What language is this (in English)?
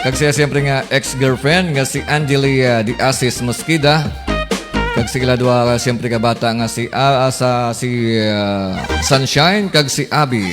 Hiligaynon